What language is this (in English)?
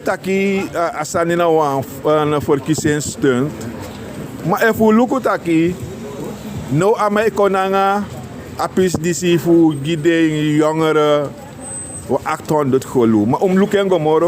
Sranan Tongo